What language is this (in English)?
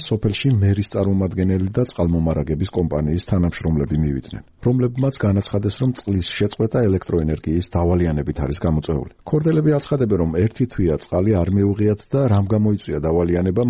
Georgian